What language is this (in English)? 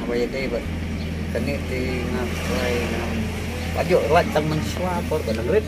Khasi